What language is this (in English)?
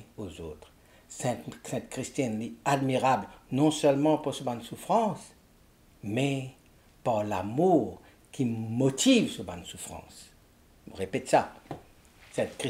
Morisyen